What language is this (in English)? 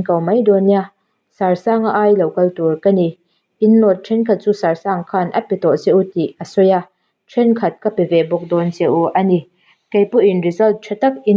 Mizo